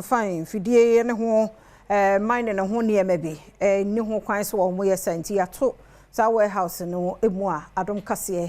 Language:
Akan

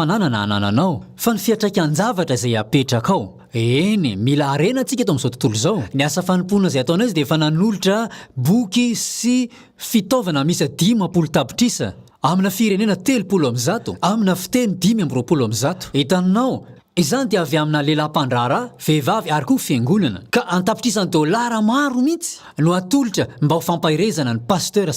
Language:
Malagasy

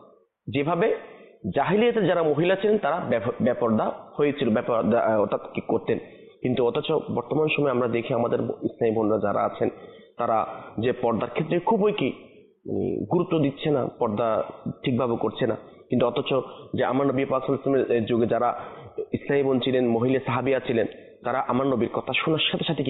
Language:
Bangla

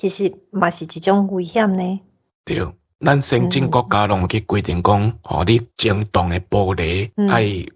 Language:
Min Nan Chinese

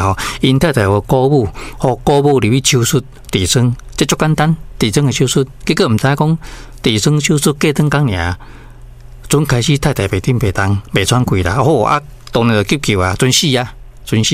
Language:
Min Nan Chinese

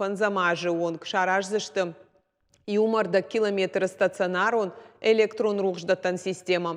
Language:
Ossetic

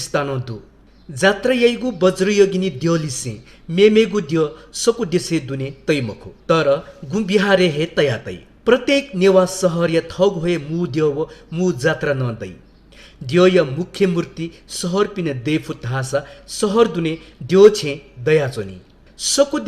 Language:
Newari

